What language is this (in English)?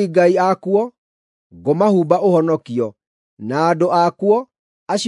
Kikuyu